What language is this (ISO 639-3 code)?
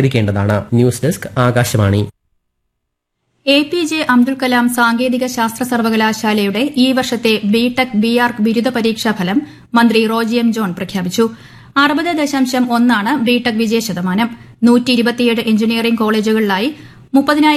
mal